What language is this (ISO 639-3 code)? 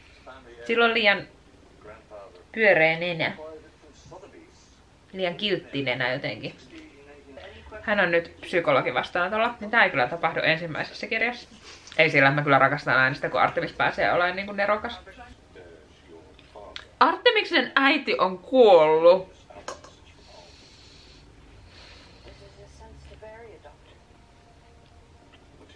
fin